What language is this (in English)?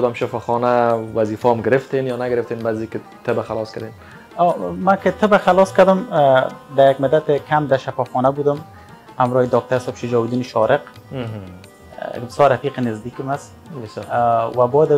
Persian